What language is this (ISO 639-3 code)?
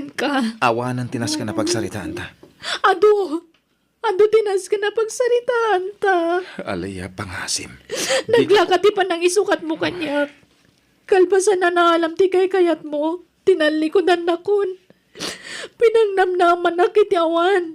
ilo